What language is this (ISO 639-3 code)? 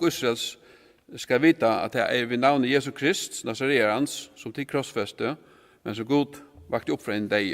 fao